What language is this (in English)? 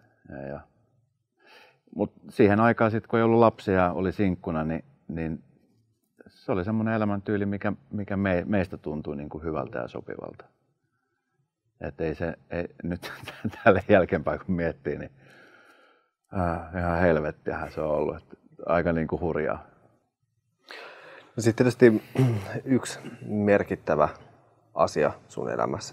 Finnish